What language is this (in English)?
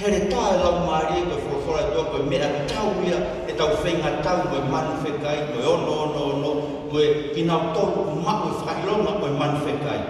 Tongan